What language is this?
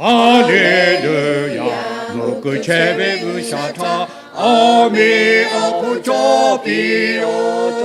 Lahu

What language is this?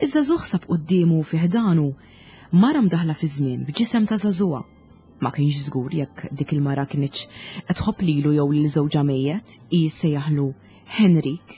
Maltese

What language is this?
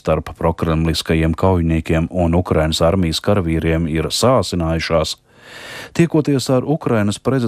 Latvian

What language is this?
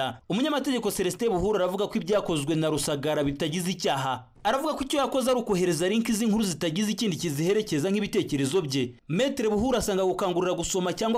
Kinyarwanda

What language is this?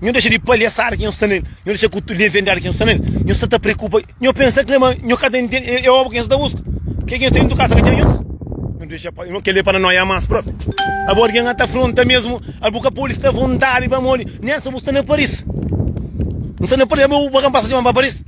Kabuverdianu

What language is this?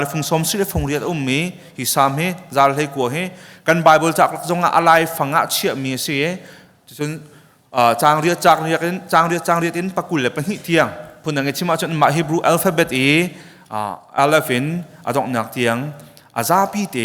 Hakha Chin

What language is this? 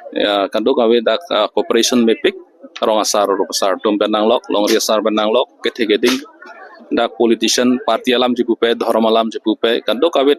Karbi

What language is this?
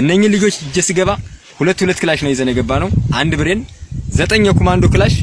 Amharic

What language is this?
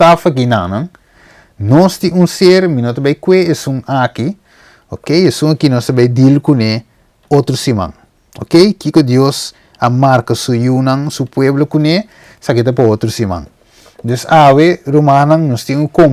Papiamento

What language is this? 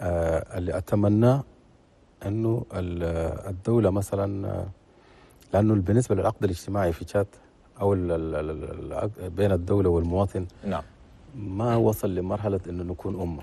Chadian Arabic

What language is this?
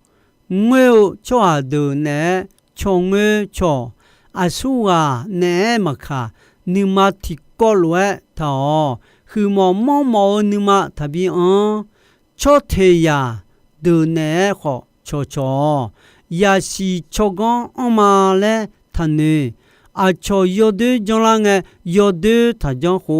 Akha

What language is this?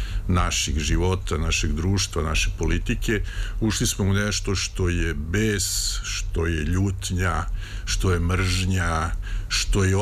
Serbian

